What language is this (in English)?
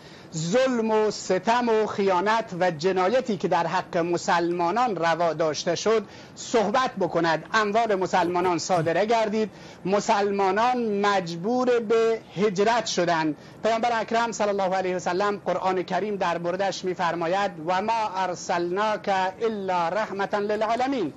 Persian